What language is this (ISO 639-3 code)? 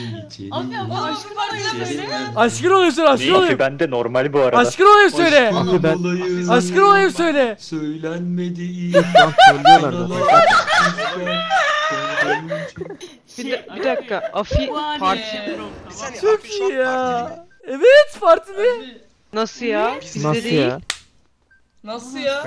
tur